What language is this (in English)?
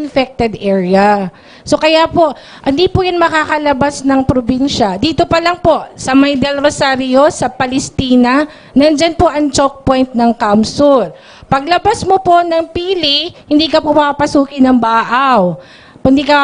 Bikol